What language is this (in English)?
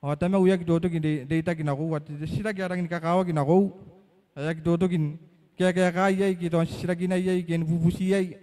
Gilbertese